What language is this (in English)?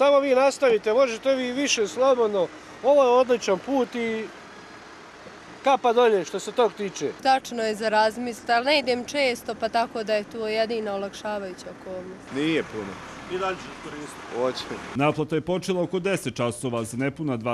Bosnian